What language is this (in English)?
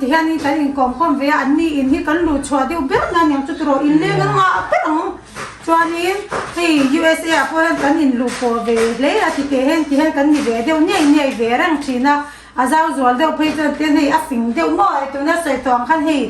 Mizo